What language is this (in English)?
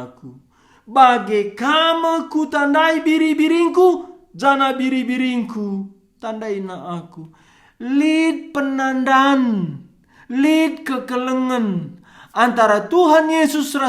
Batak Karo